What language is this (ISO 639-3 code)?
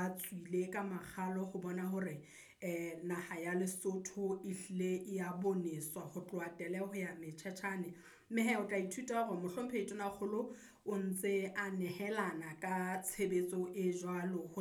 sot